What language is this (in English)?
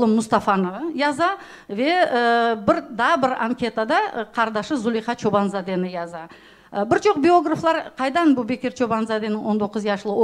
Crimean Tatar